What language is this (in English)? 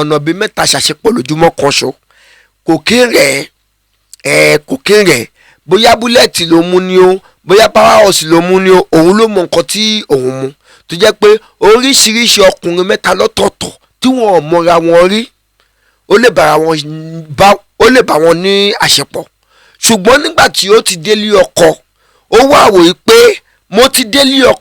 Yoruba